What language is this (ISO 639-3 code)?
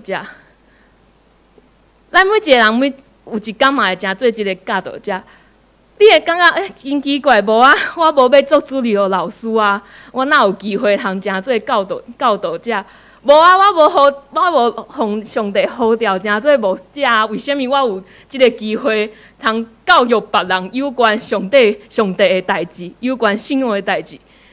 nan